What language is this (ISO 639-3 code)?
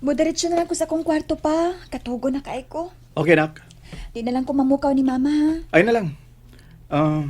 ceb